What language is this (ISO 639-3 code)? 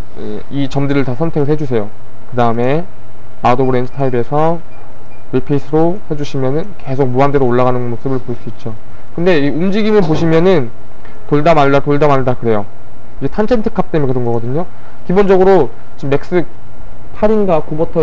kor